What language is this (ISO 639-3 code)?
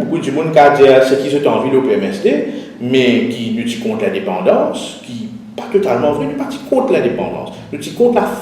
mfe